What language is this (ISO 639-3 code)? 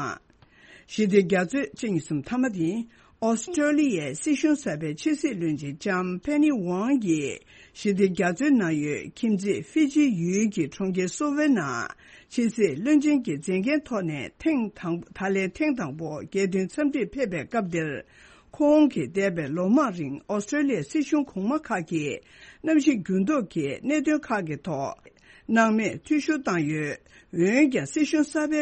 bod